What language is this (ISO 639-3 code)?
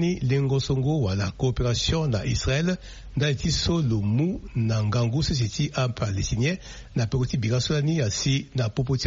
sag